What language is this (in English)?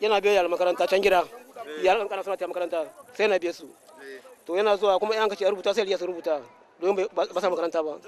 Hausa